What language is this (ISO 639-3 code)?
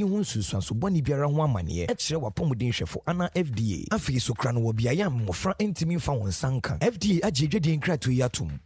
aka